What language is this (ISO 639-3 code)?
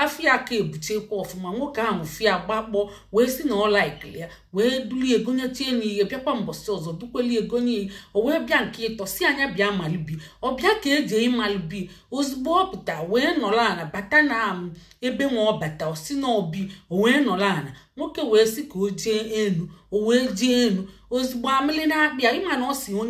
ibo